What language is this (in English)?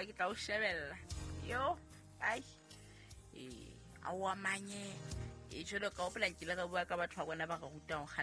Southern Sotho